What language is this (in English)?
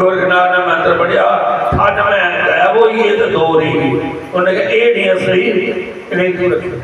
Dogri